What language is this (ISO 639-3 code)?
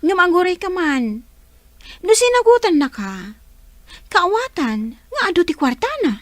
ilo